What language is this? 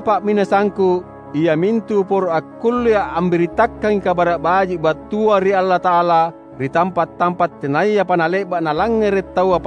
Makasar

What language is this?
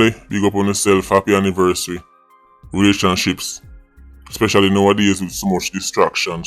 Jamaican Creole English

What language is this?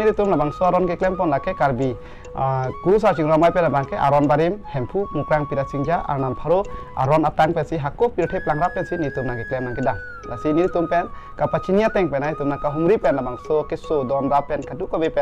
Karbi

